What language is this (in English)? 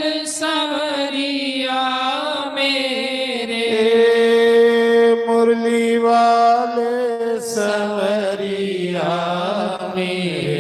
Dogri